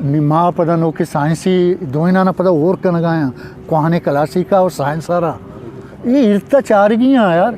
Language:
Eastern Balochi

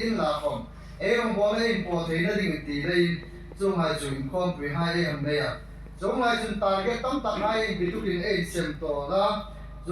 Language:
Hmar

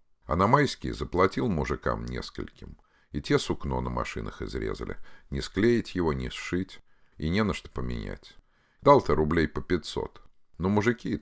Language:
Russian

